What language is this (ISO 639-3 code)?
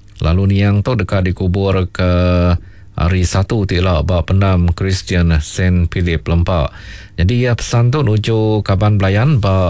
iba